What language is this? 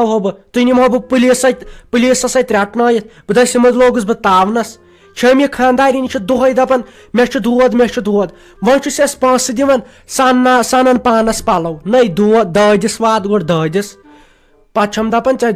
Kashmiri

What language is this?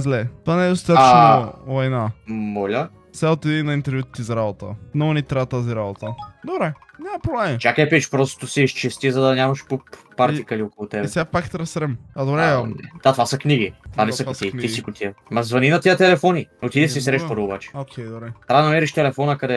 Bulgarian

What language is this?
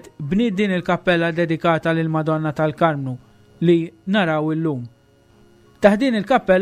Maltese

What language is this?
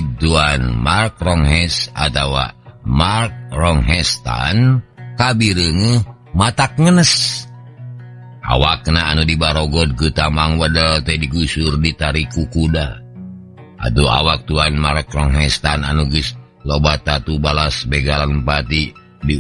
Sundanese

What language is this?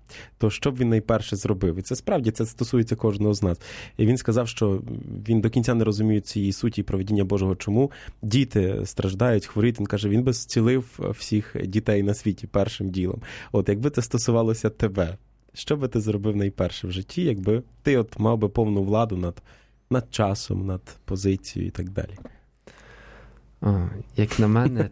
Ukrainian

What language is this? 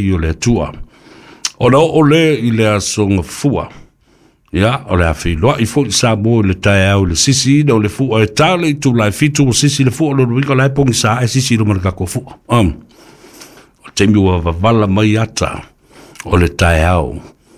Samoan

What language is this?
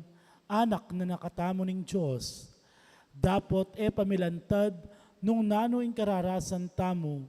Pampanga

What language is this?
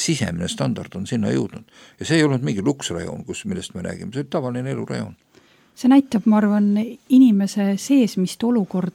Estonian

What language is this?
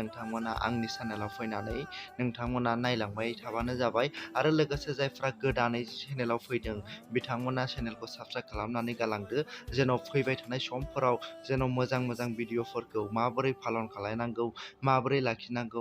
Bodo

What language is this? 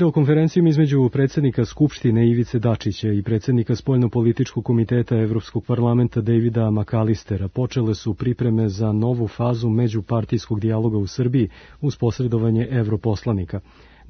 Serbian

